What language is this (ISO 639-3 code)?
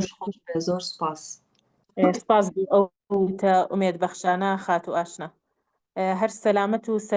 ckb